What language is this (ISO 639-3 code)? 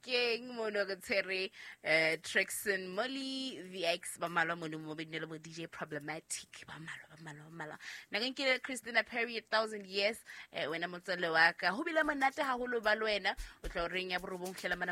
sot